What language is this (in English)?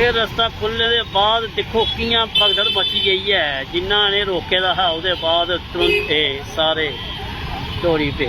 Dogri